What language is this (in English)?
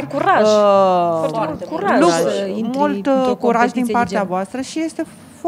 Romanian